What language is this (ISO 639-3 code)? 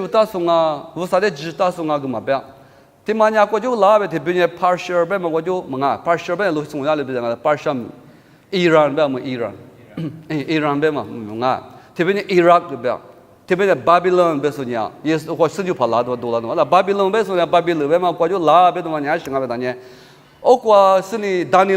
lis